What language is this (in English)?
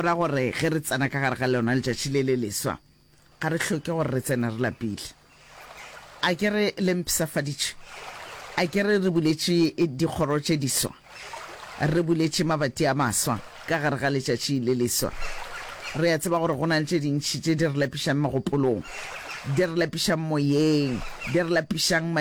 Northern Sotho